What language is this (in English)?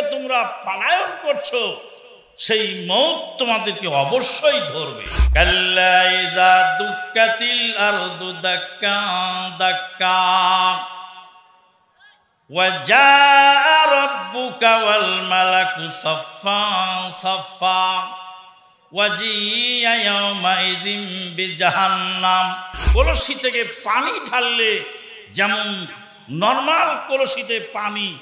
Bangla